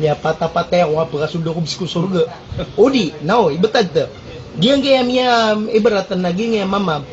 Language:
Maranao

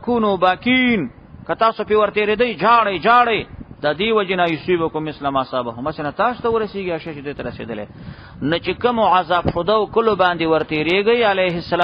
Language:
Pashto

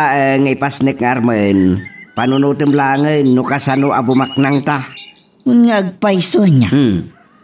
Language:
Iloko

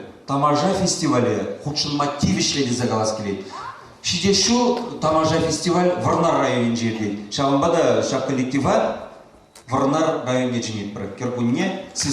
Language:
Chuvash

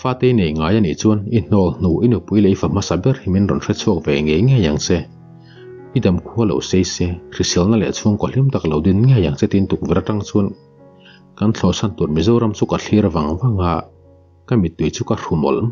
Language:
Mizo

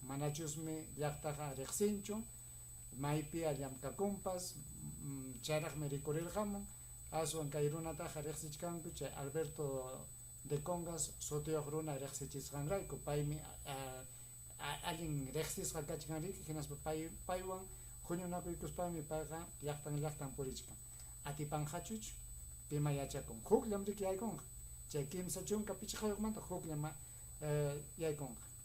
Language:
Ayacucho Quechua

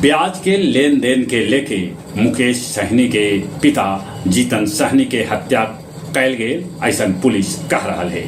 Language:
Magahi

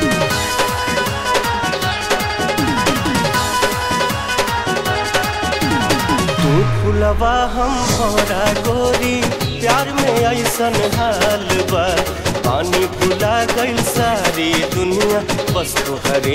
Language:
Bhojpuri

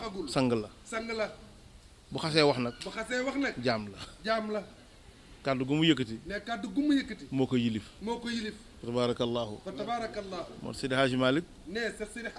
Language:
Wolof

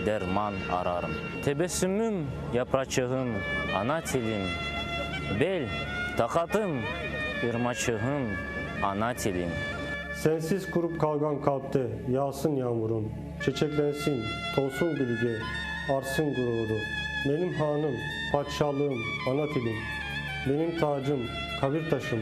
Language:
Crimean Tatar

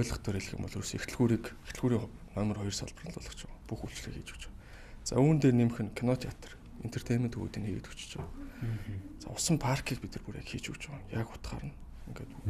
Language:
Mongolian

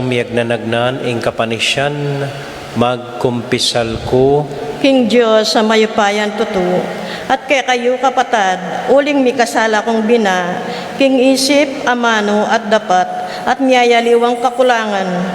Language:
Pampanga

